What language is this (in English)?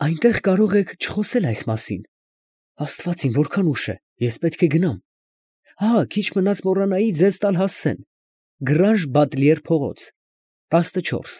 Armenian